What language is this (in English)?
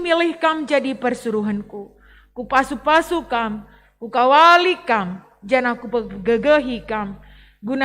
Batak Karo